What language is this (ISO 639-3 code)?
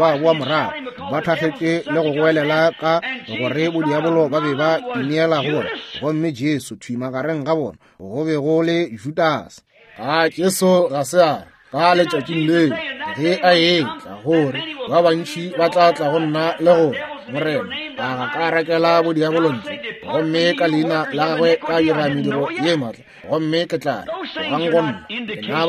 nso